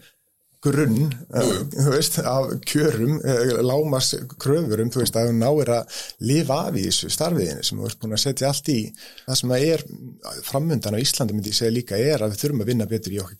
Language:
Icelandic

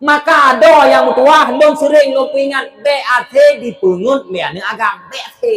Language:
Achinese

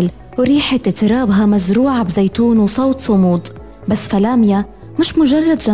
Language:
North Levantine Arabic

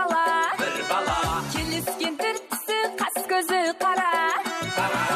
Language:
Kara-Kalpak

